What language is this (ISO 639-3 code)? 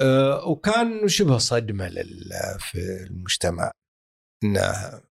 afb